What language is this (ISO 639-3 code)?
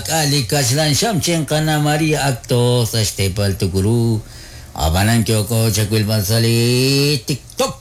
kek